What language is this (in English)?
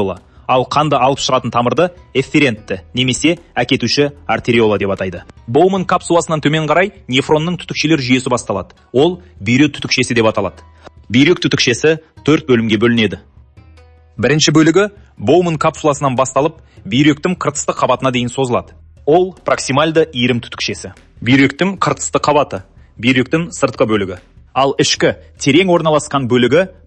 Kazakh